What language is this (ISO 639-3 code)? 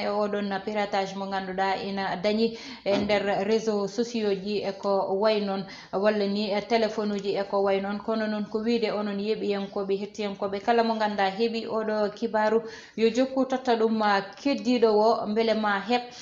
ful